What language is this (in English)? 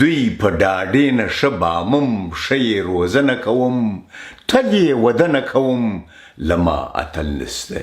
Pashto